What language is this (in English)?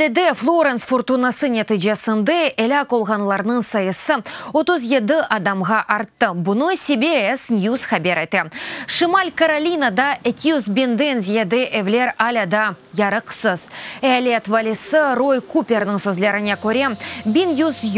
Crimean Tatar